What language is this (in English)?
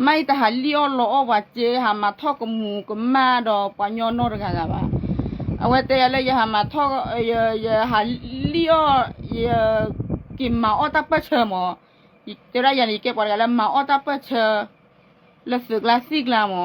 S'gaw Karen